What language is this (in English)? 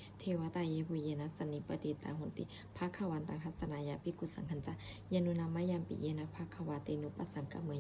Pali